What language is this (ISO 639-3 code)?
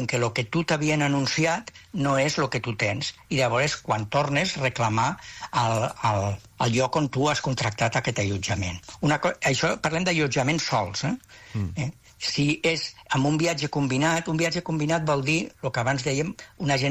cat